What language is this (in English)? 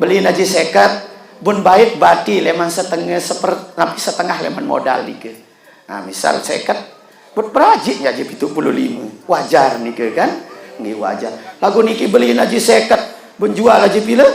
Sasak